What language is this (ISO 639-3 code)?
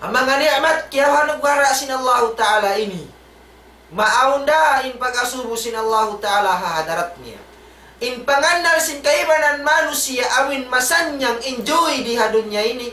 tsg